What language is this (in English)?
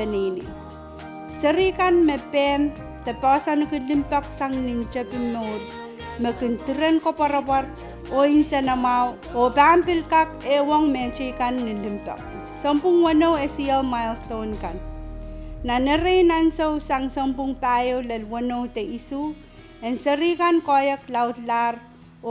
Pohnpeian